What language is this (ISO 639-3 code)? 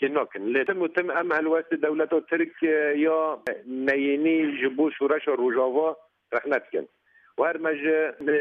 kur